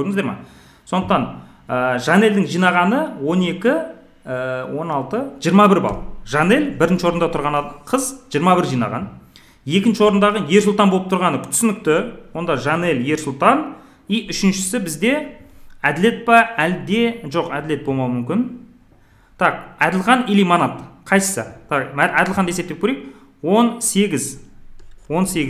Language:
Kazakh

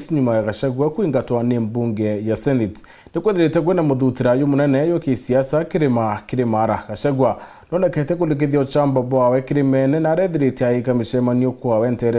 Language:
Meru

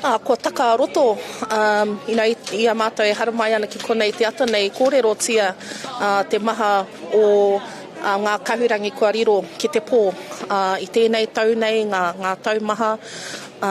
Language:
Māori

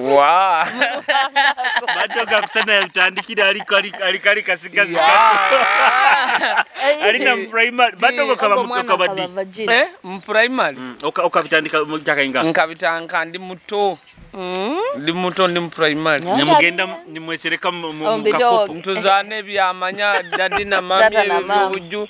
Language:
Nyoro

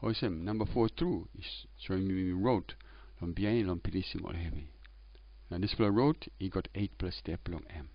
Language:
Tok Pisin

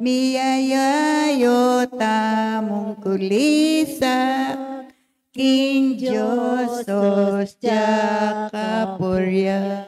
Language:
Pampanga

